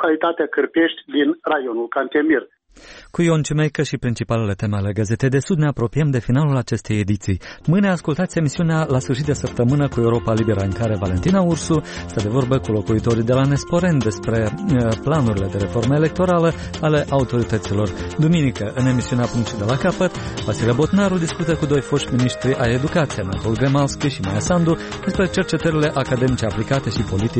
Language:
Romanian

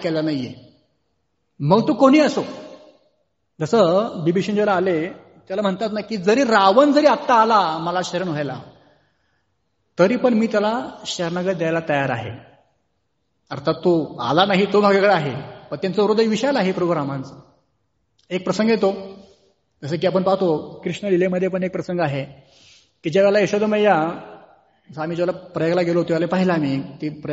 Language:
Marathi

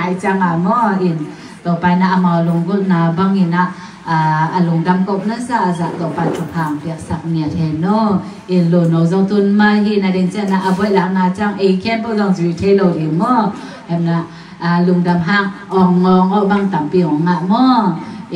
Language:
Tedim Chin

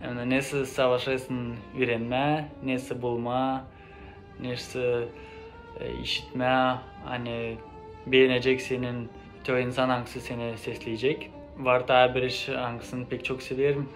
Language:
Gagauz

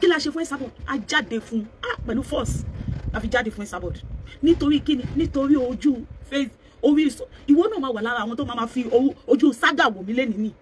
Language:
Yoruba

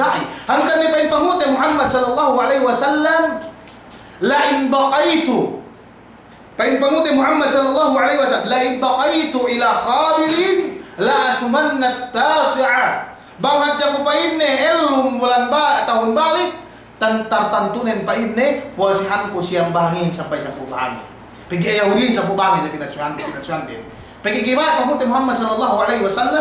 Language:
Yakan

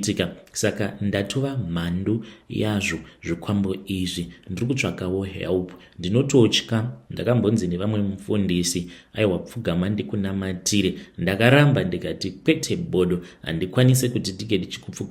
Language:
Shona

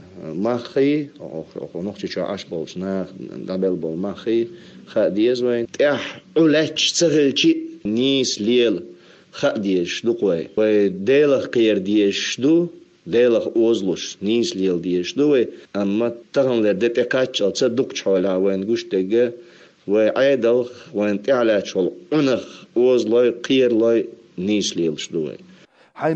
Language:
Chechen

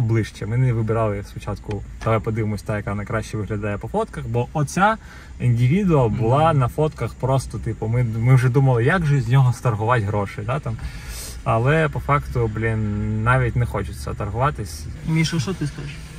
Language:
Ukrainian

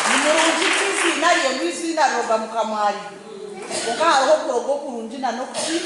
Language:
Nyankole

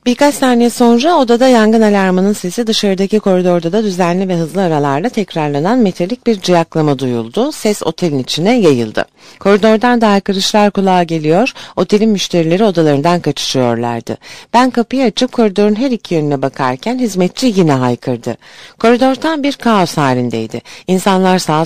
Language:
Turkish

